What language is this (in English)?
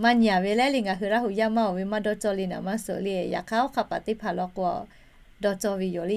Lahu